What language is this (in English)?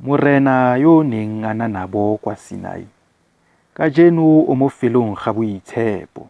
Tswana